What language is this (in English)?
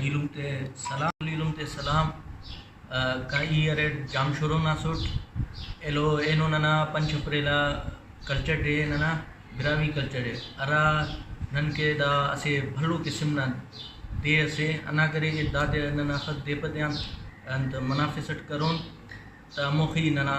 Brahui